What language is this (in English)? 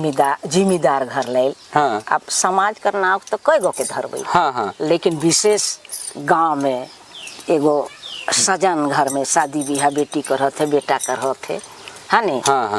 Sadri